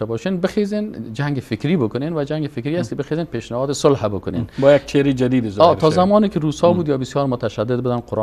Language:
Persian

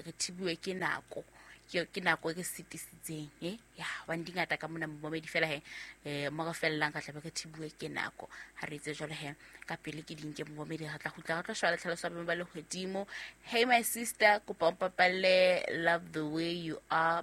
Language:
Southern Sotho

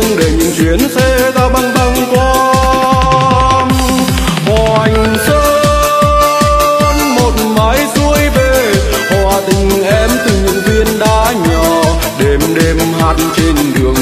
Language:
Vietnamese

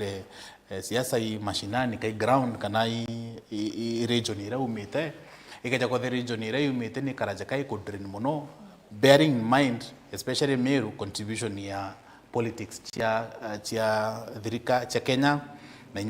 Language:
Meru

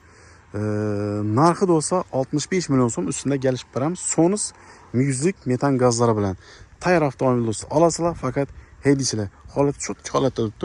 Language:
Uzbek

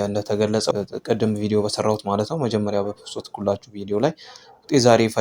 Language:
Amharic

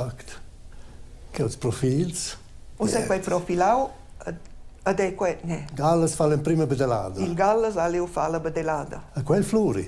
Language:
Romansh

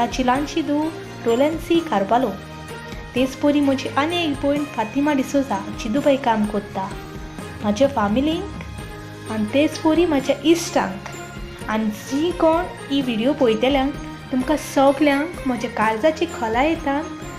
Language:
Konkani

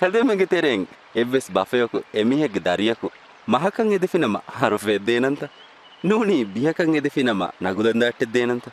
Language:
Divehi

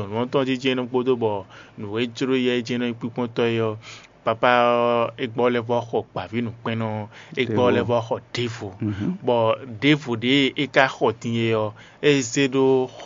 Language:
Fon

